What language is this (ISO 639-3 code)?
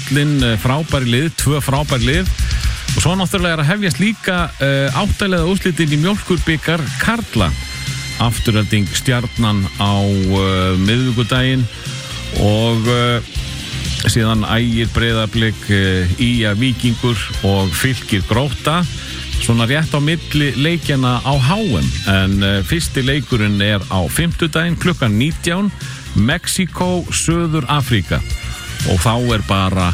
isl